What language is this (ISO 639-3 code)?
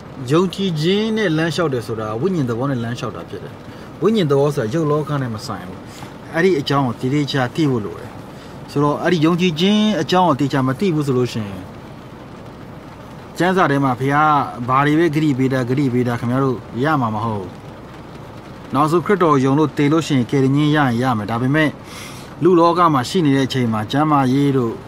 mya